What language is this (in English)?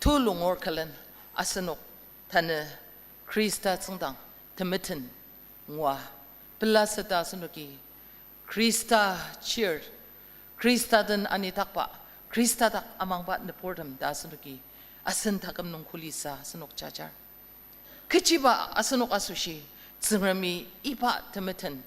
Ao Naga